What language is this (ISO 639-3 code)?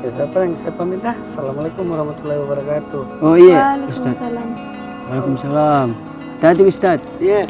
mfp